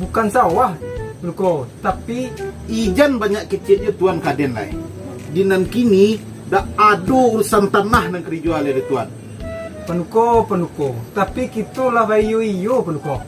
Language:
Minangkabau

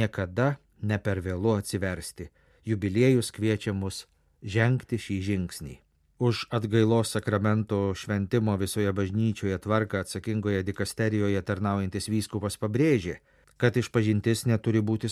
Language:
Lithuanian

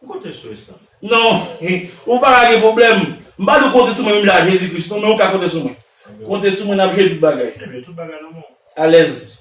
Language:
Haitian Creole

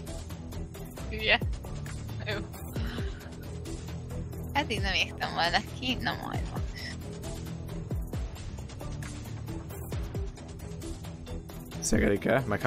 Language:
Hungarian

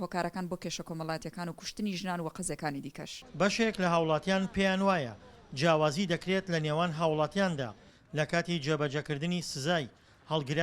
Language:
Central Kurdish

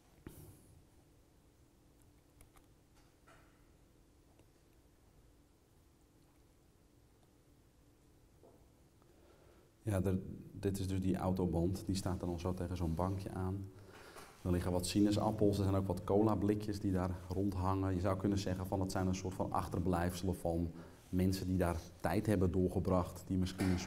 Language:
Dutch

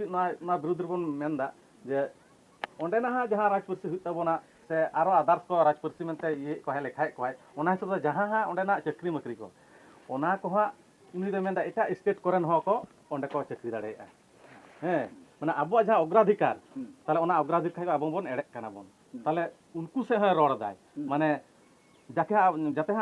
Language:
Santali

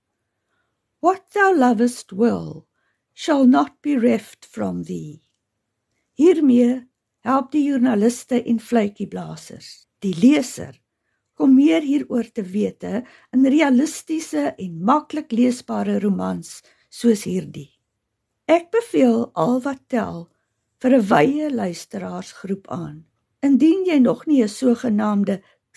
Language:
Afrikaans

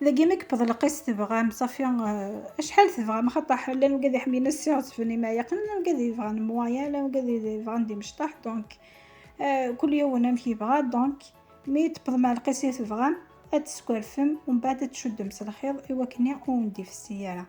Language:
Kabyle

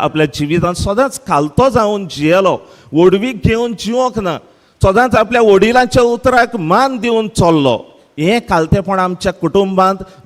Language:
Konkani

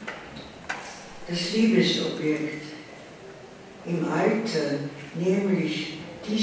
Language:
German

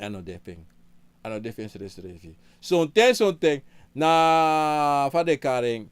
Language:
Sranan Tongo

